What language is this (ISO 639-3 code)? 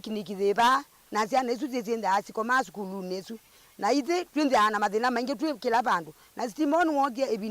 kam